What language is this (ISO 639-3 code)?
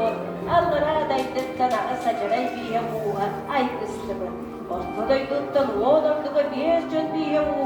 sah